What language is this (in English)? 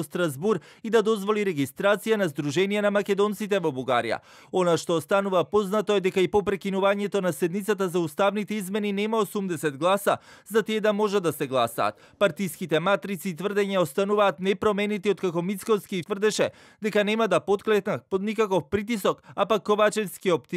Macedonian